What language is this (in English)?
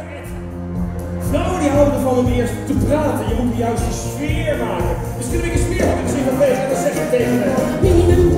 Dutch